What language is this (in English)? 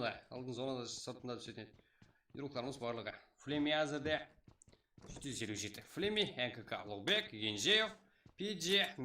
Kara-Kalpak